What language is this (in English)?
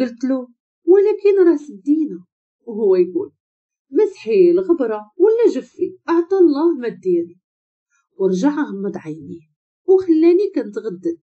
Moroccan Arabic